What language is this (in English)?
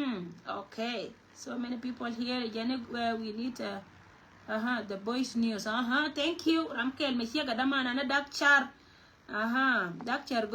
Nuer